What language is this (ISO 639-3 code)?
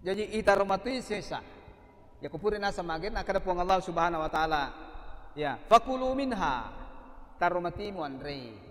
bug